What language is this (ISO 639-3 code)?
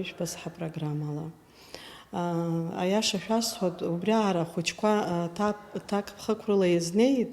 abk